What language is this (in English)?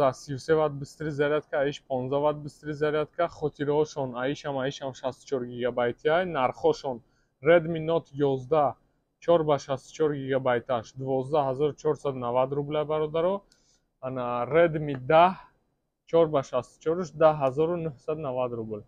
Tajik